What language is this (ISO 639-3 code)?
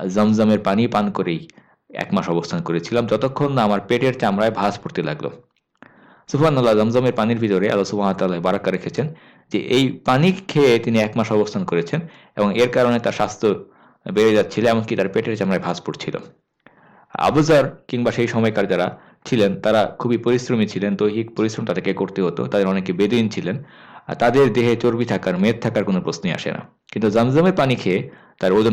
ben